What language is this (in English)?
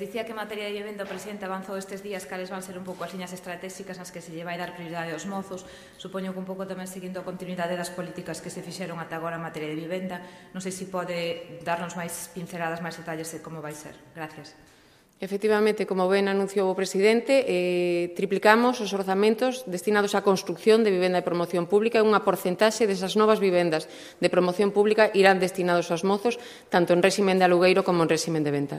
Galician